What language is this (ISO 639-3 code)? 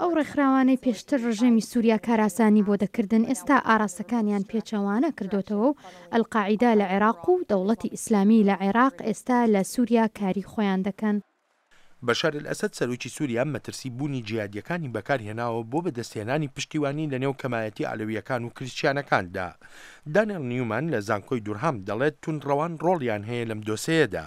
ckb